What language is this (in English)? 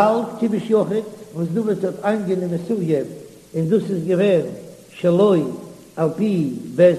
Yiddish